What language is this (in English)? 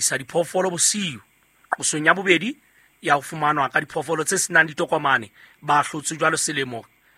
Southern Sotho